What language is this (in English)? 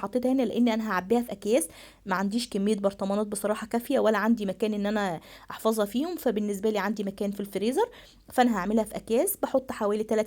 Egyptian Arabic